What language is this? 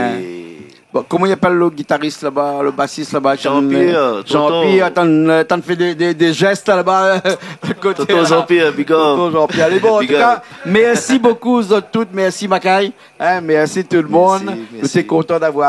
Réunion Creole French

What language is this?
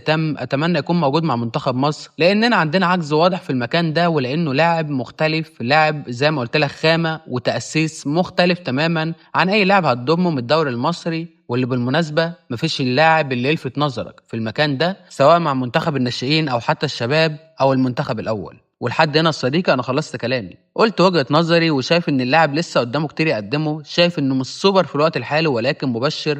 Egyptian Arabic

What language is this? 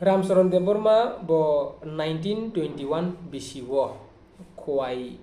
Kok Borok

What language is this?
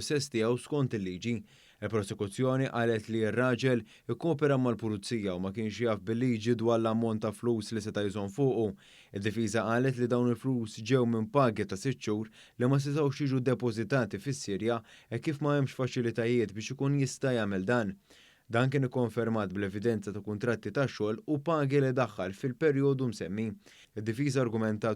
Maltese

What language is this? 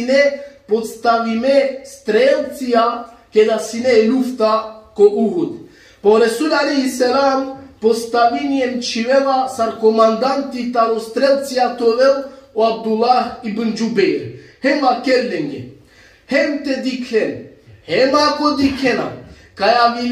Balkan Romani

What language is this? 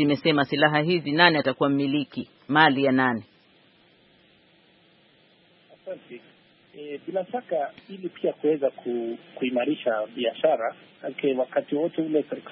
Swahili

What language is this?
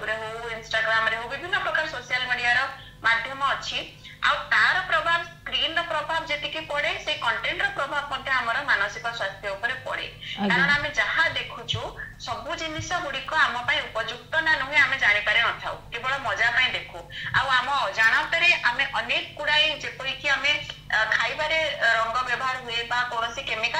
Odia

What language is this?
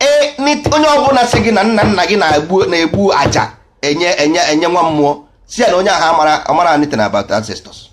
Igbo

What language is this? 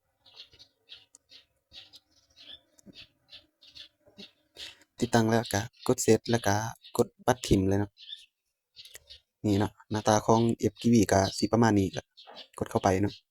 Lao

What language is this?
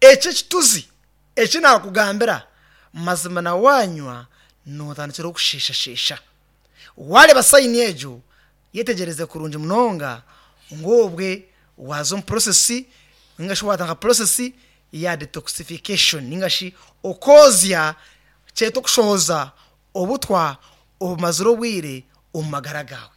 Nyankole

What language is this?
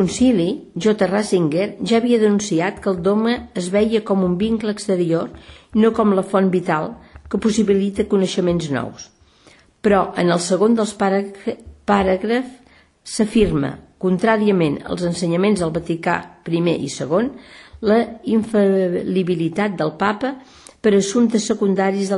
Catalan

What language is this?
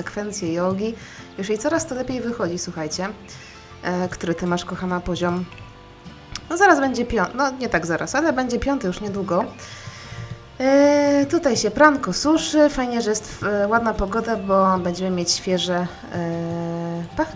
Polish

